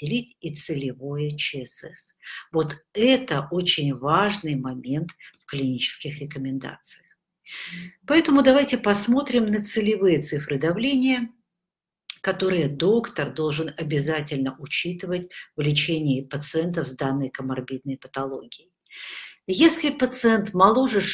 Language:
Russian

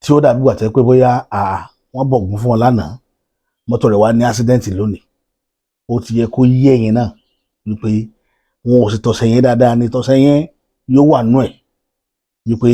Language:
Yoruba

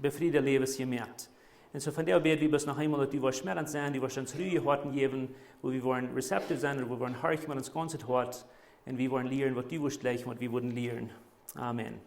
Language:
Plautdietsch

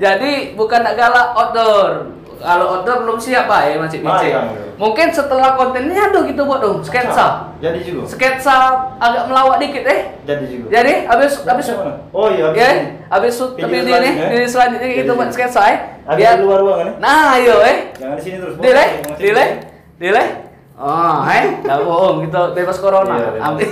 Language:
Musi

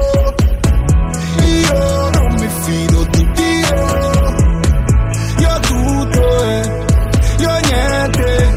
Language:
Italian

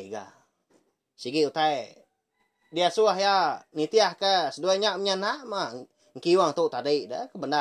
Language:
Iban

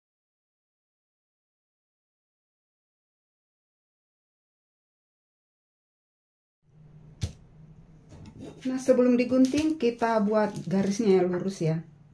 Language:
Indonesian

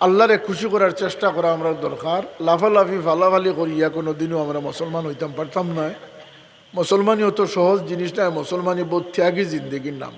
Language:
Sylheti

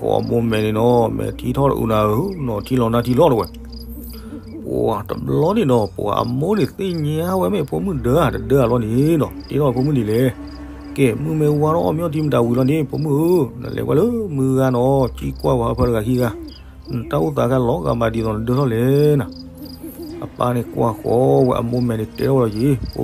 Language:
S'gaw Karen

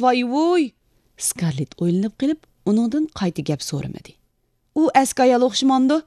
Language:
Uyghur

